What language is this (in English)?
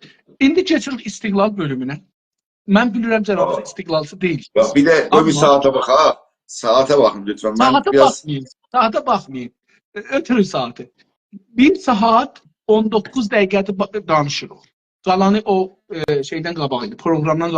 South Azerbaijani